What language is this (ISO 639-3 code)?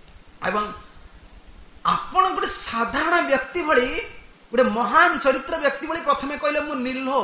ori